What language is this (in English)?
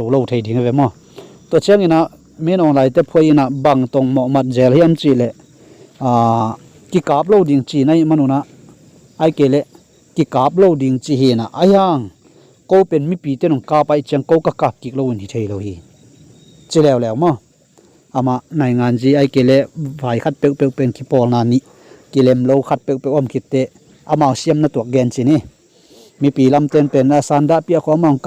Tedim Chin